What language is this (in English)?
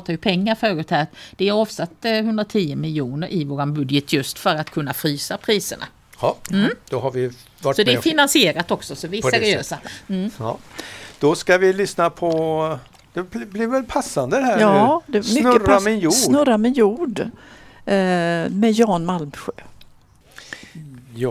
Swedish